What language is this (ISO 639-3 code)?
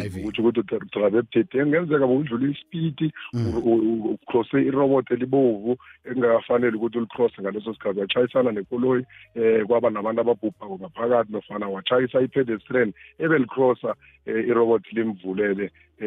nbl